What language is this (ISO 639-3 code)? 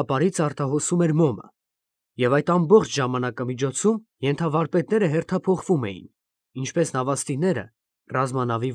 hye